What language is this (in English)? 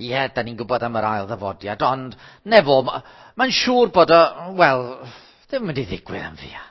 Welsh